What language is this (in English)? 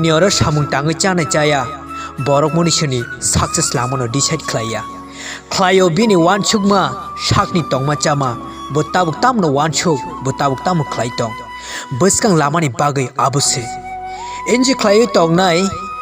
Kok Borok